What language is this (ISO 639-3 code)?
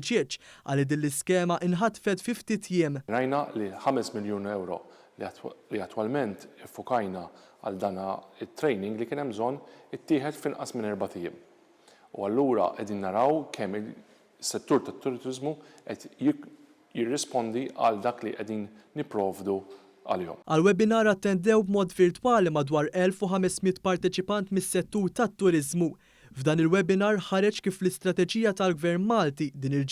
mlt